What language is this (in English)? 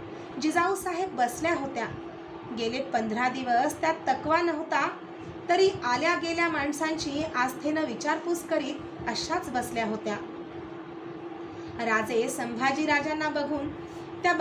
Marathi